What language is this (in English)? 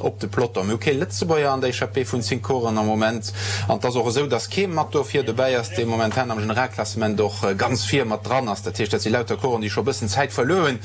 Luxembourgish